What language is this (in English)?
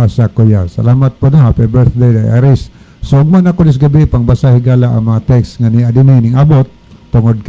Cebuano